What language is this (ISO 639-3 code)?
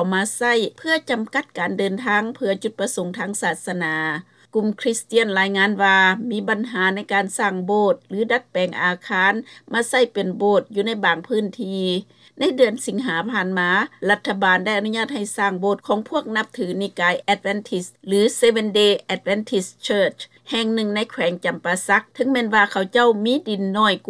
lao